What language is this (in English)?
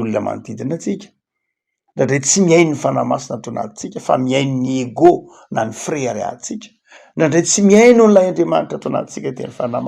Malagasy